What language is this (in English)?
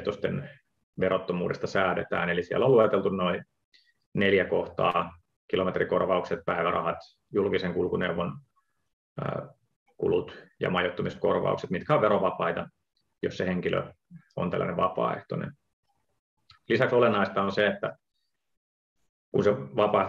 Finnish